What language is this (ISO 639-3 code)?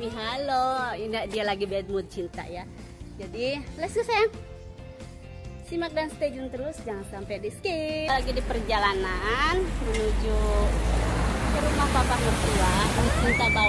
ind